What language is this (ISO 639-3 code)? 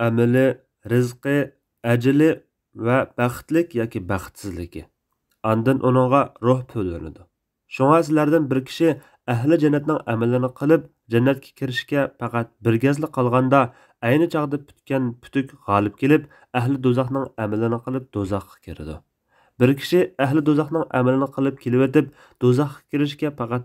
uig